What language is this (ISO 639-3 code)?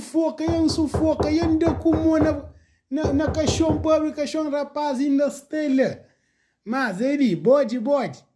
kea